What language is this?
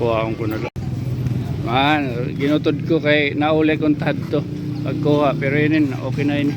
Waray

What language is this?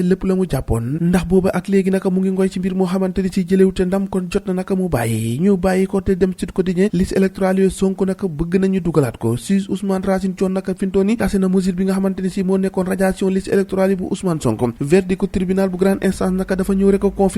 Wolof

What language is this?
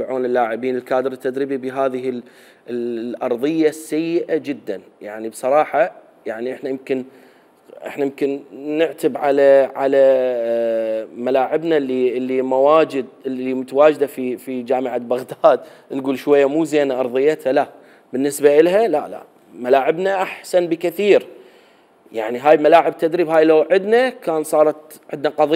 Mesopotamian Arabic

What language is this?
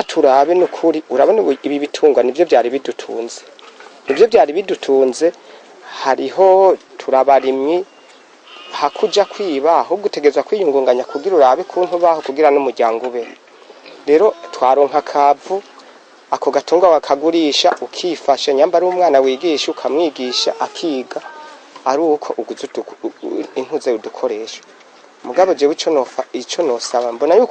Rundi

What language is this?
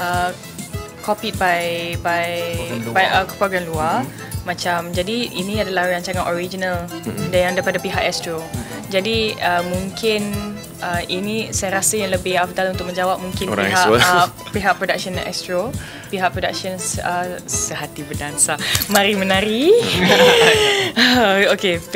Malay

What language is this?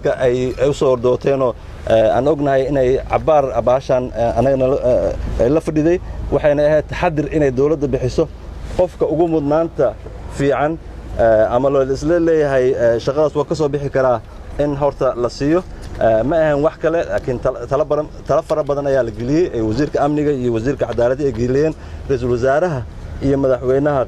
Somali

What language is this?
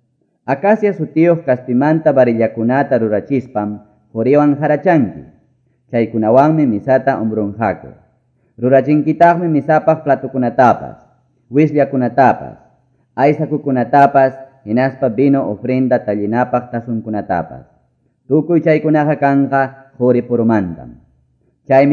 Quechua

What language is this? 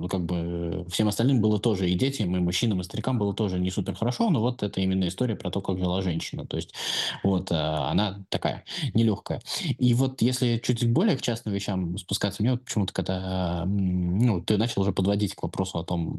Russian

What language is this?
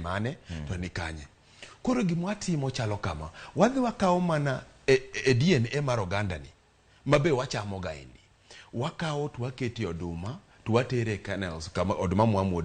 Luo (Kenya and Tanzania)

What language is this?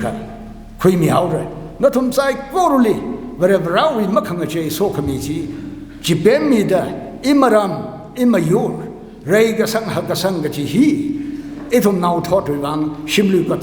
Tangkhul Naga (India)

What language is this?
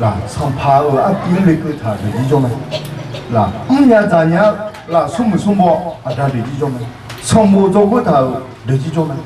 Akha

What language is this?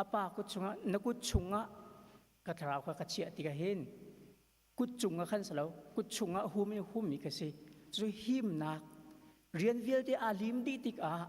Hakha Chin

